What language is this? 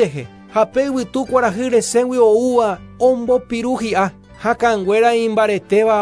Guarani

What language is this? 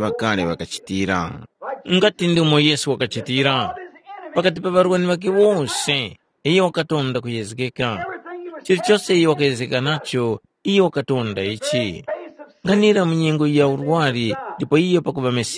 Tumbuka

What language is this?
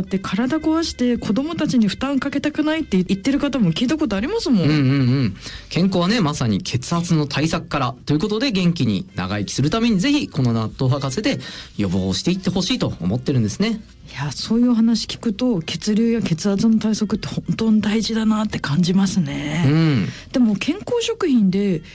Japanese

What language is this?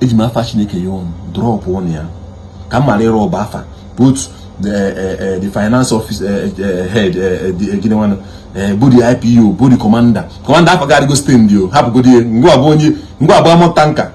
Igbo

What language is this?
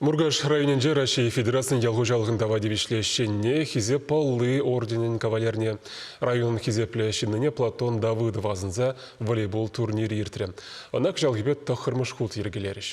Chuvash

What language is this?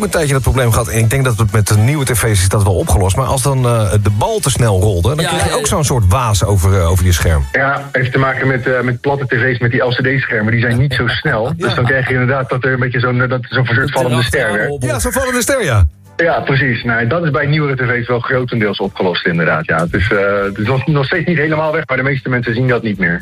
Dutch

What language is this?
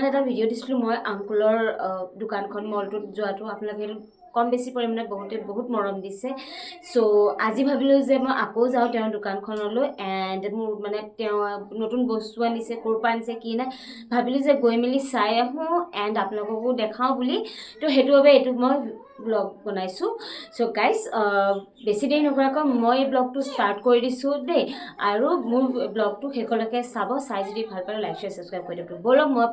Assamese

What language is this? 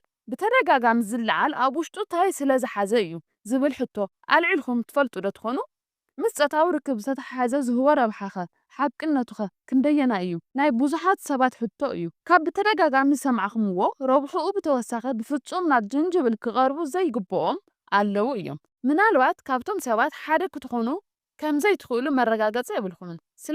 Tigrinya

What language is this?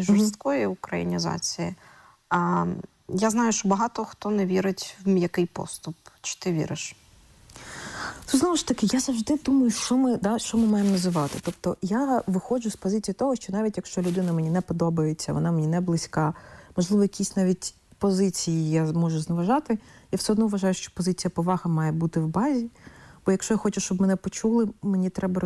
Ukrainian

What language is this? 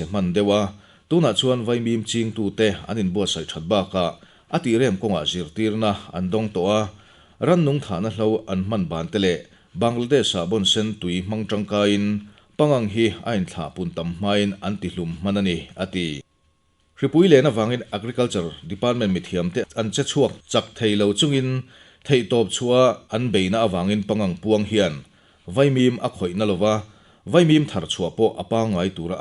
Mizo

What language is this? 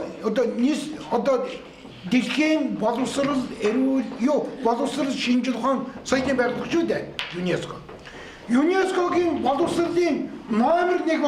Mongolian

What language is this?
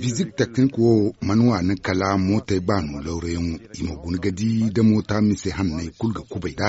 Zarma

